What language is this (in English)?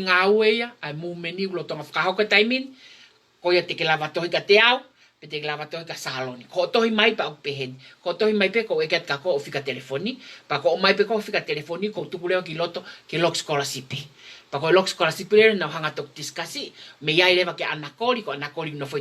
Tongan